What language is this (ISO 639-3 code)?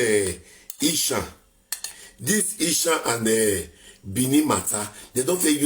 pcm